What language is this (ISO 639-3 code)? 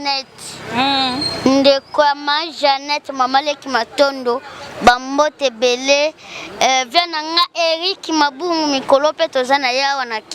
lin